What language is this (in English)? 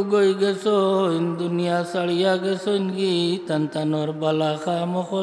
Sylheti